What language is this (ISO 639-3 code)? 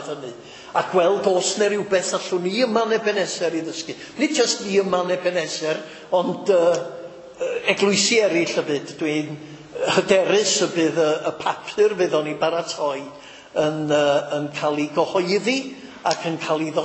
cym